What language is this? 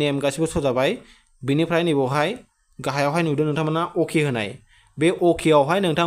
Bodo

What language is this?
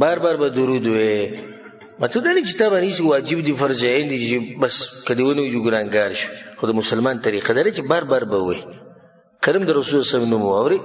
Pashto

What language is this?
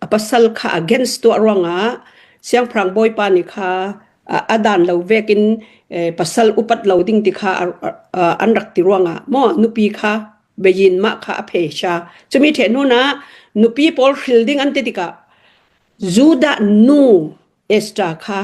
Hakha Chin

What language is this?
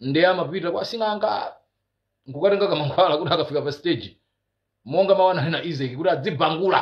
Nyanja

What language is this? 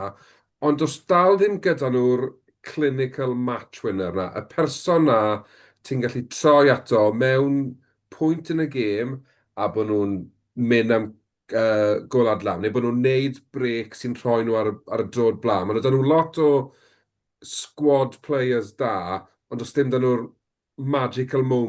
Welsh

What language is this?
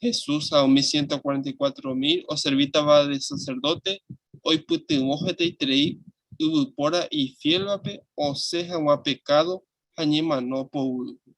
Guarani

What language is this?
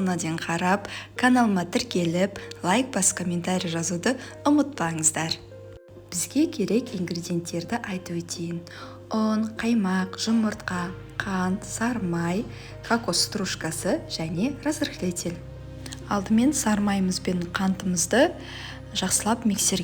Kazakh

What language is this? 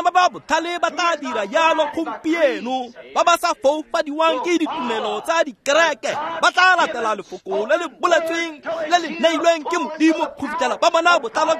Tswana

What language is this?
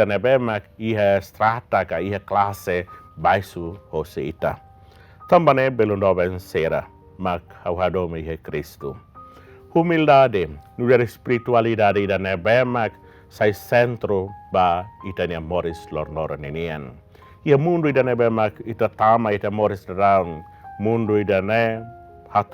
Tetum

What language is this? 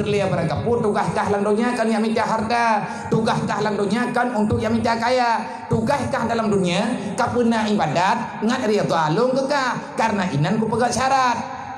Achinese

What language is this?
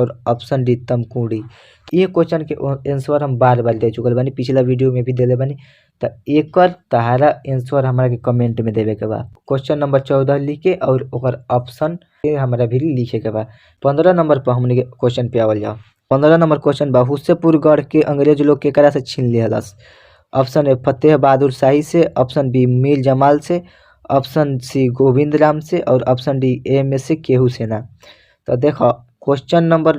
Bhojpuri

